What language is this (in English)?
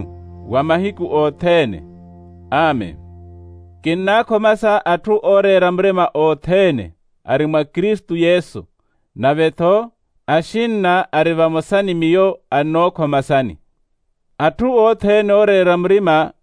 Makhuwa